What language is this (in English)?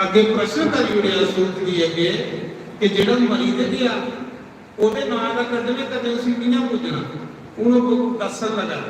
Dogri